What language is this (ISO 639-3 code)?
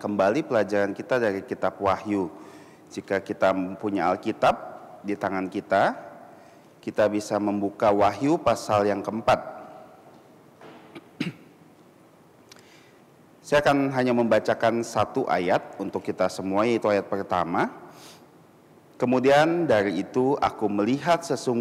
ind